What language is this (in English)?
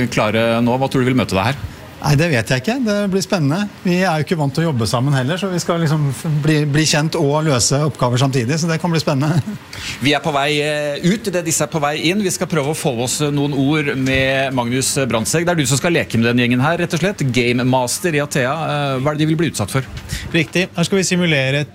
Norwegian